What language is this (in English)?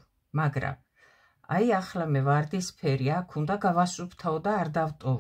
Georgian